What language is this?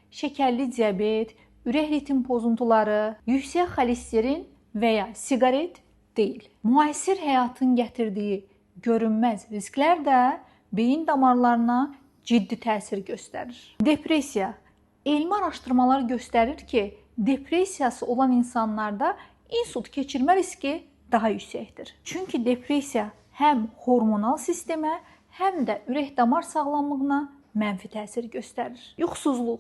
Azerbaijani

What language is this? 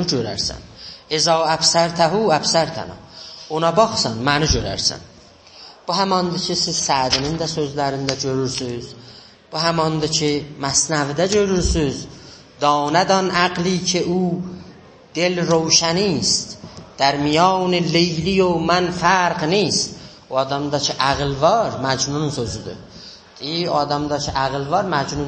South Azerbaijani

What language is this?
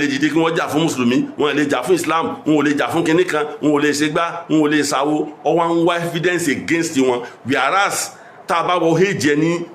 Yoruba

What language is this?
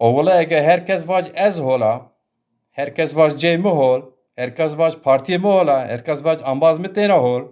Zaza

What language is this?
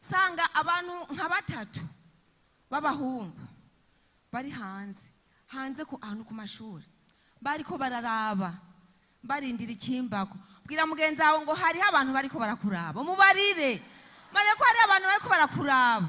Rundi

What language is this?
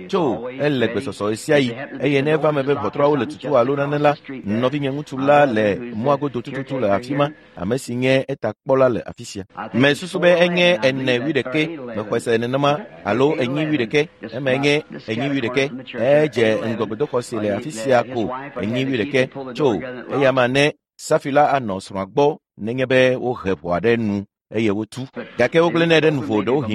Ewe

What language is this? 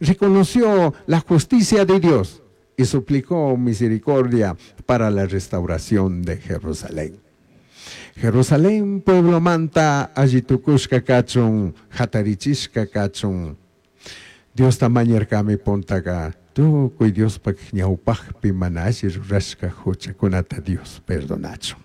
Chimborazo Highland Quichua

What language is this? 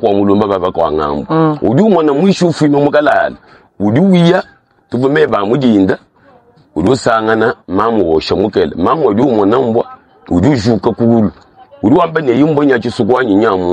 Luba-Lulua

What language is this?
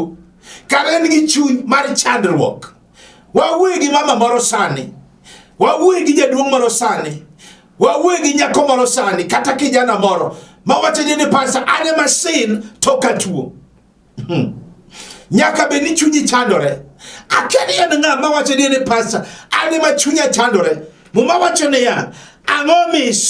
Luo (Kenya and Tanzania)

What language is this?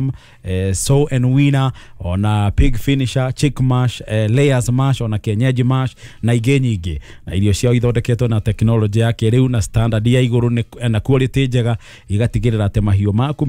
Kikuyu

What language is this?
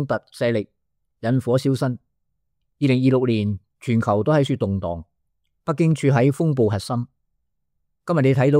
Cantonese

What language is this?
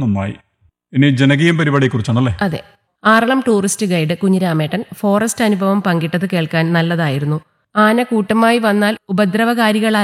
Malayalam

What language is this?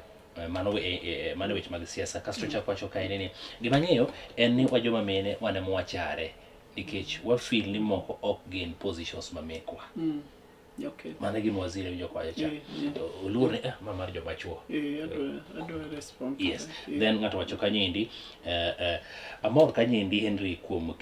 Luo (Kenya and Tanzania)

